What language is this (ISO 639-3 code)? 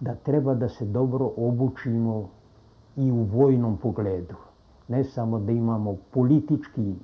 srp